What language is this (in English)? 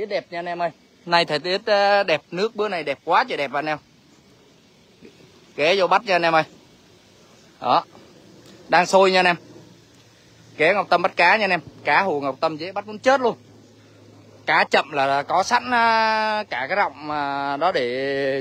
Vietnamese